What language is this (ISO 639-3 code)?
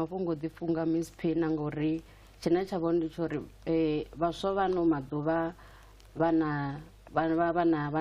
ven